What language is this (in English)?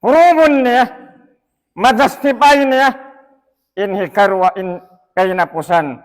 Tausug